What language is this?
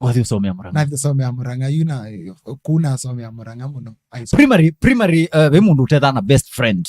Kamba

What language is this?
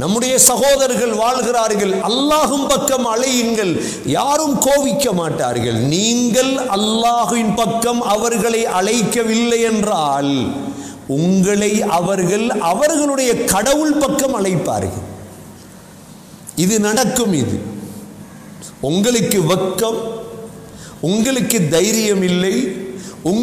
Tamil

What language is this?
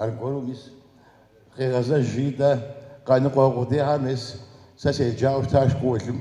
Kabardian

